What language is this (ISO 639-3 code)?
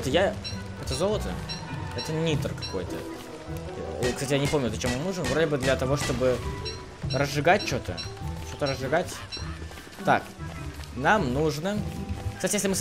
rus